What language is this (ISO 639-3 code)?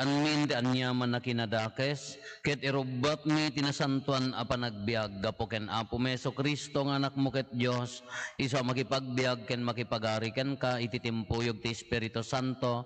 ilo